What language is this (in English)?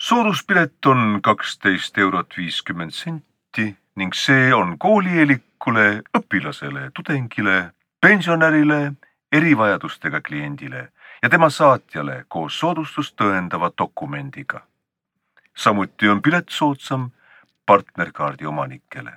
Estonian